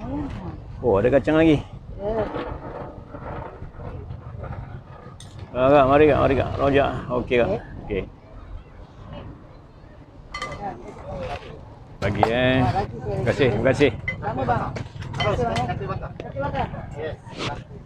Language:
Malay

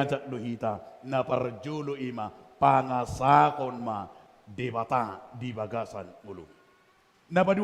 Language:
Batak Toba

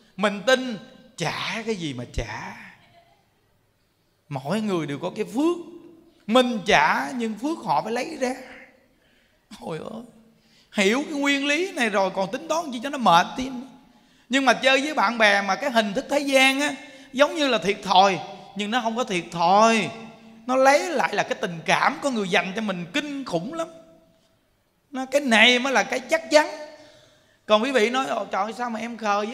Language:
Vietnamese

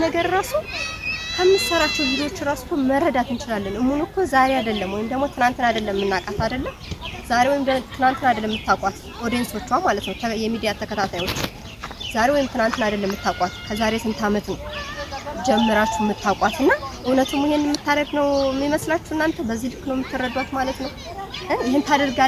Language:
Amharic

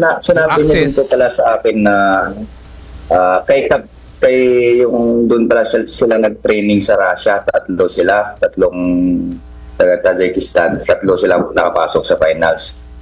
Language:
Filipino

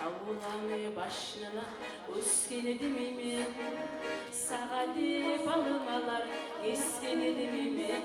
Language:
Kumyk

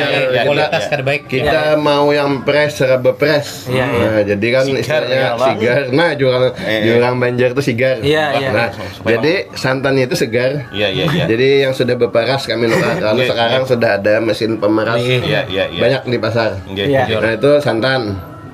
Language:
Banjar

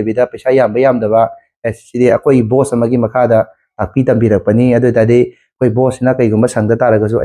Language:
Manipuri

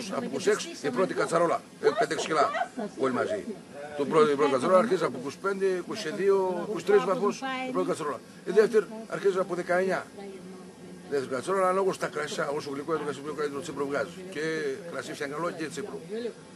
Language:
Greek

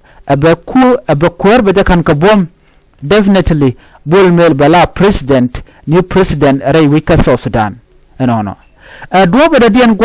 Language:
Nuer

